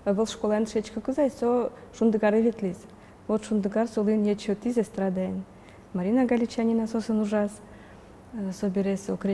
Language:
Udmurt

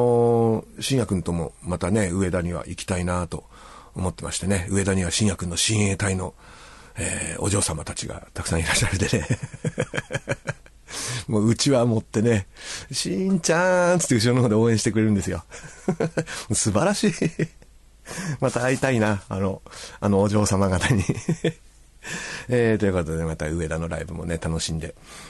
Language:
Japanese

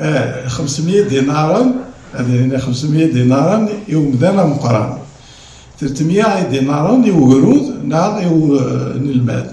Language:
Kabyle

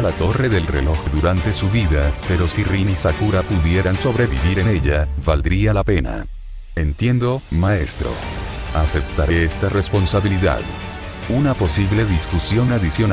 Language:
Spanish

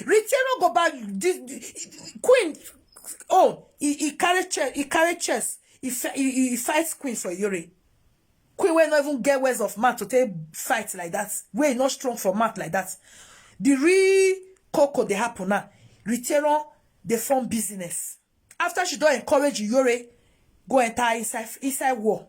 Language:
Nigerian Pidgin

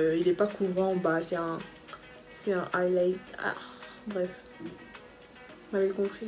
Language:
French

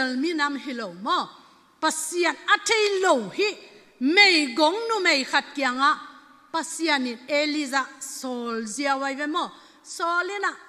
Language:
Tedim Chin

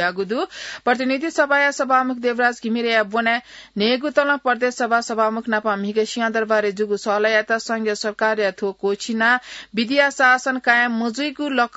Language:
Newari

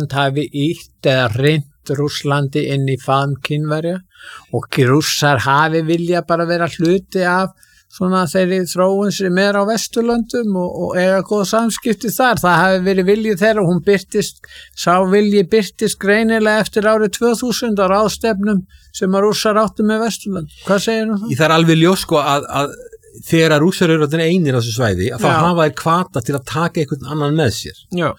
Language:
Icelandic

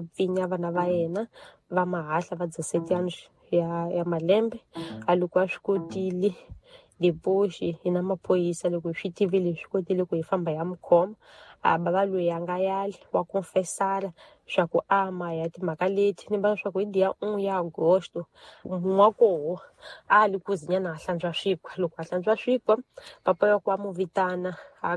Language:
Tsonga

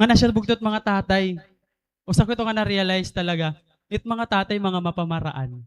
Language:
Waray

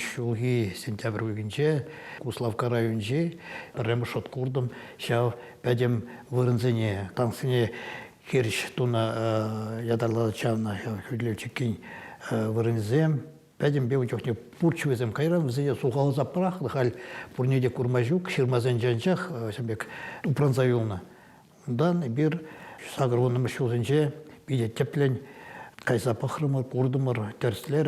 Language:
Chuvash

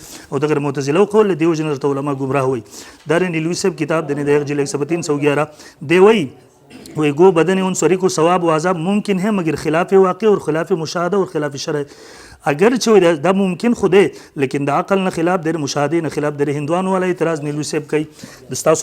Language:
Pashto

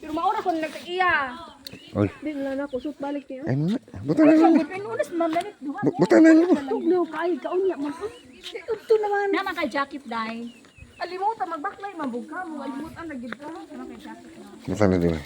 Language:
Cebuano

